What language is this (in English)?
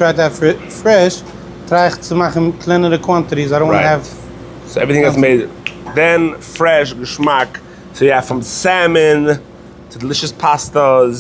Yiddish